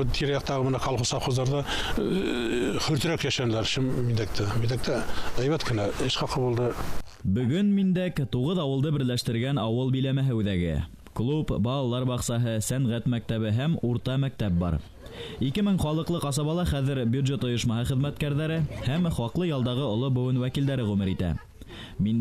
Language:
Bashkir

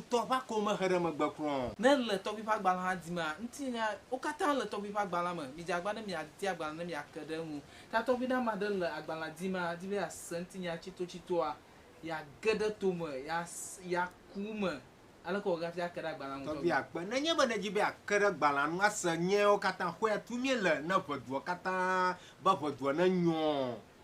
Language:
Ewe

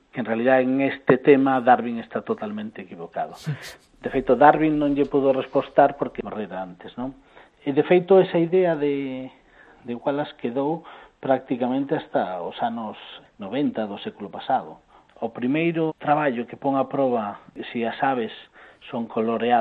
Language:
Galician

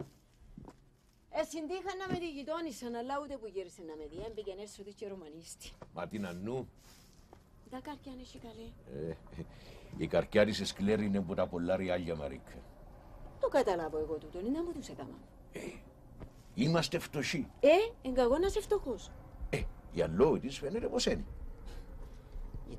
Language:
Greek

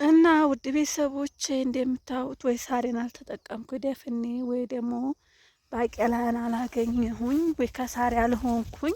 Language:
Amharic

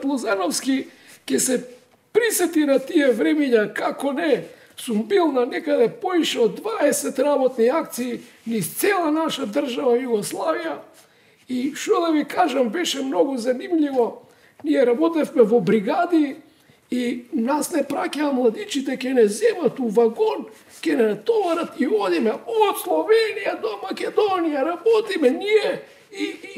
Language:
Macedonian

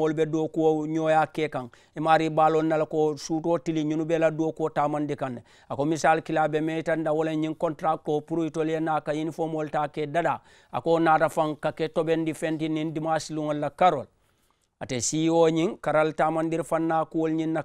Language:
Mandingo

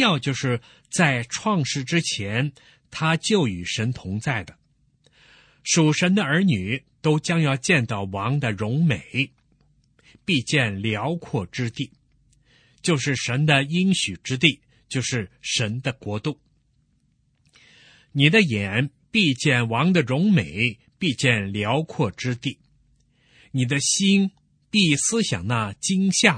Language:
Chinese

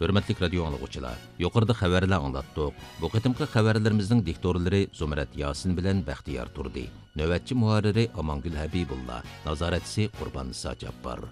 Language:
Uyghur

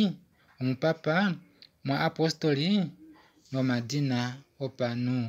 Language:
Kuanyama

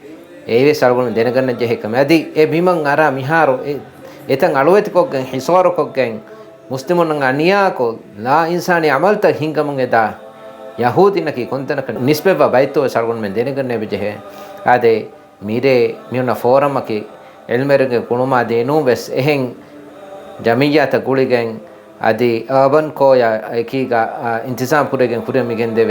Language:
Divehi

